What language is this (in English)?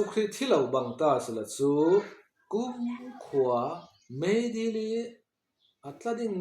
Falam Chin